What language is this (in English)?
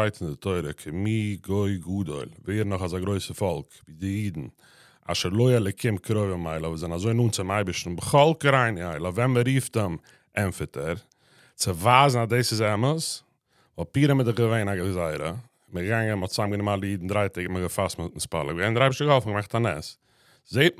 Yiddish